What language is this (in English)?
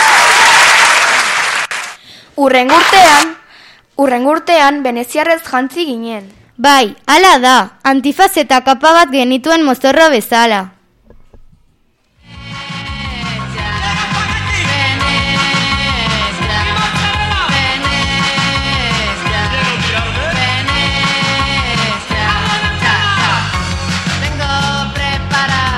Basque